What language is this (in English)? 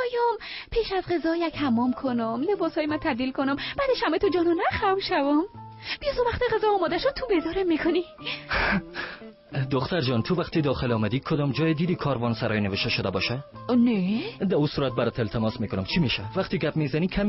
Tajik